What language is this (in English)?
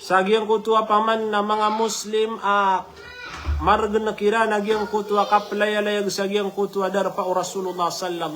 Maranao